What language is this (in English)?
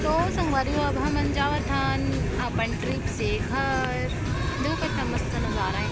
Chhattisgarhi